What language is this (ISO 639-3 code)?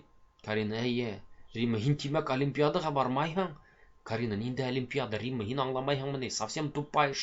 bak